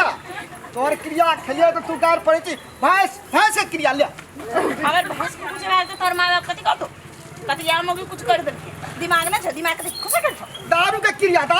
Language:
Maithili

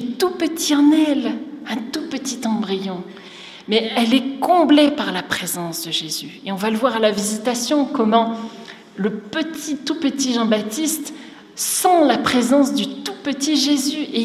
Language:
French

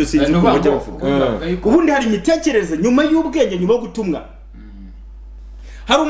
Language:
Kinyarwanda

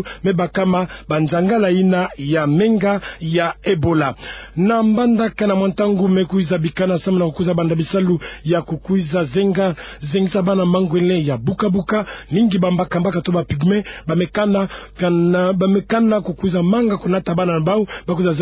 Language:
Kituba (Democratic Republic of Congo)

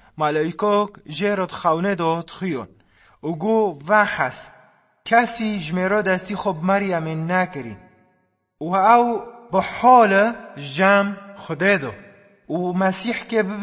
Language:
Kurdish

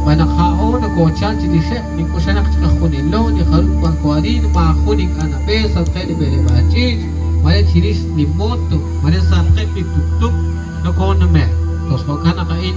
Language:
Kekchí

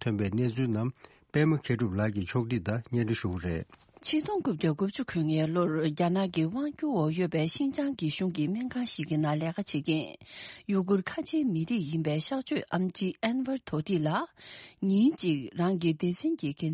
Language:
Tibetan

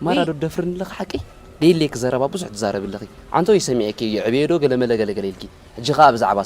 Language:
Tigrinya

